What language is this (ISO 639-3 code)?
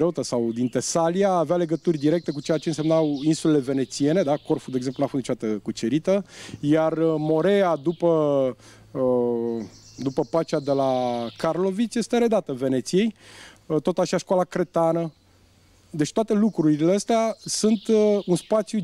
ron